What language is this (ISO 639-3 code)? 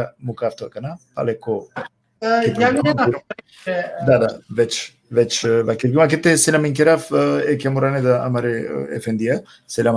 rmn